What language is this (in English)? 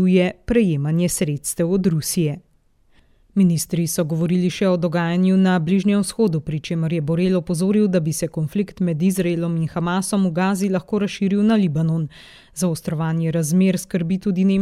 Slovenian